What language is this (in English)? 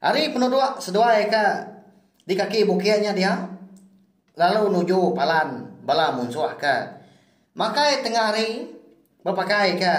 Iban